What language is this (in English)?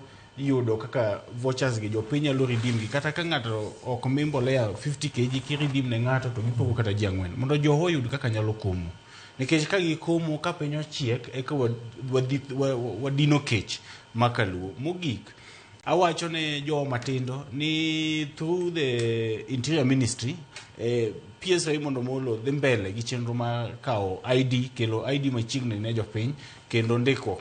Luo (Kenya and Tanzania)